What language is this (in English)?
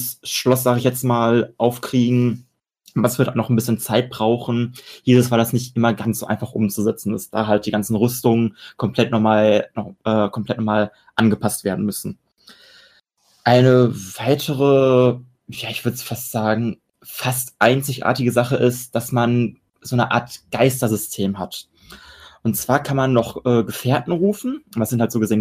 German